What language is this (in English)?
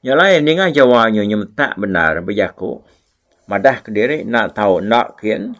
Iban